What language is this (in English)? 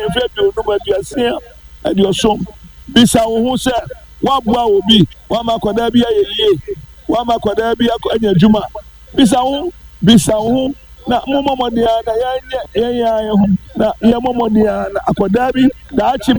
Akan